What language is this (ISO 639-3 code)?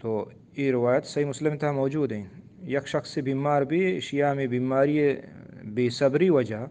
bgp